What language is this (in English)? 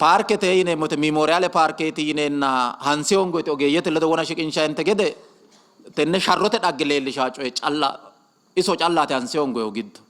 Sidamo